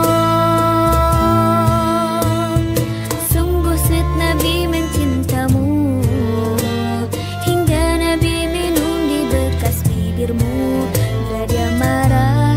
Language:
Indonesian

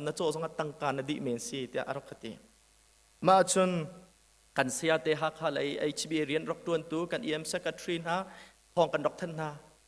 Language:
Hakha Chin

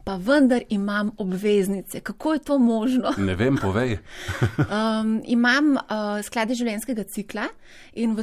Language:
Slovenian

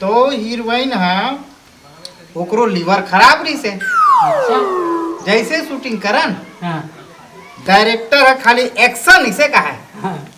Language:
Chhattisgarhi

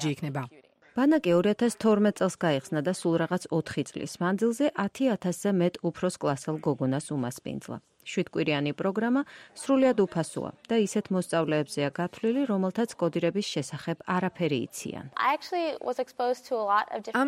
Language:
Georgian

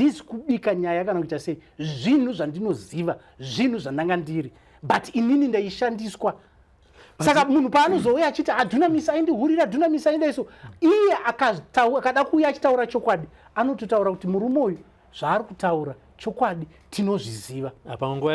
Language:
Shona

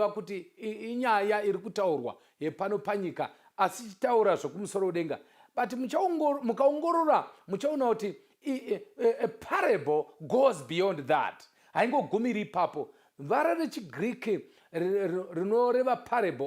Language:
Shona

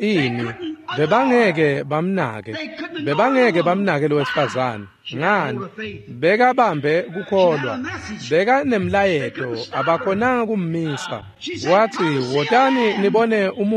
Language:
Swati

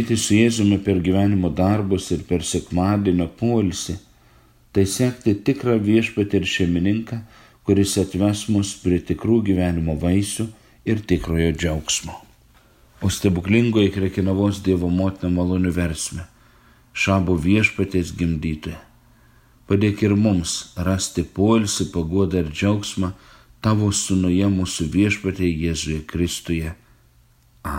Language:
Lithuanian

